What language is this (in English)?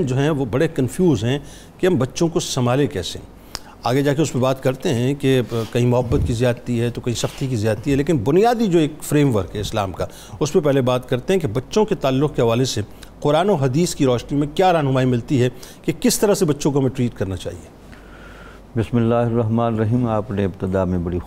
Urdu